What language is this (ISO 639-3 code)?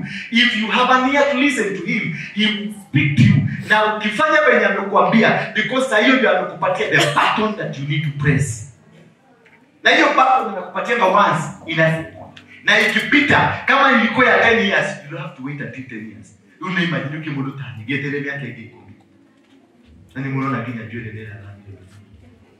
swa